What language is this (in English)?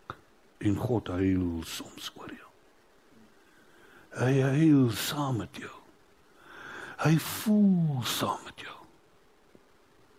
Afrikaans